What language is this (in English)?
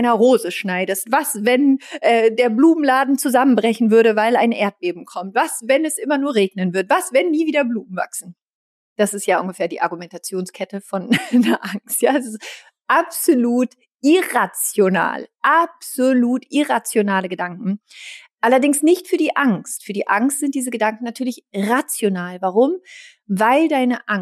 German